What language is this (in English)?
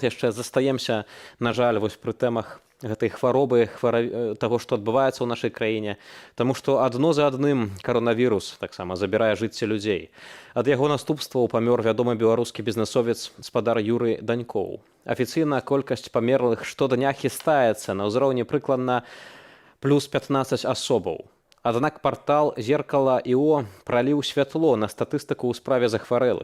Belarusian